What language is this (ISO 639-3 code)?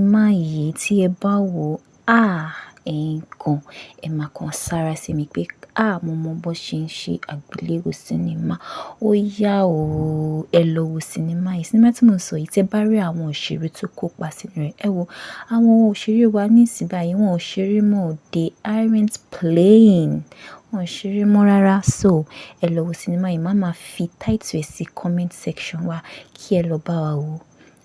yor